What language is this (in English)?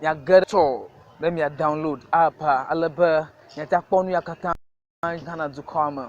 Ewe